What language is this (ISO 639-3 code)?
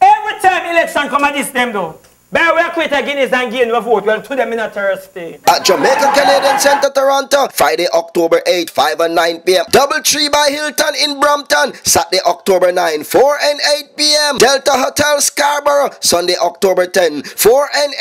jam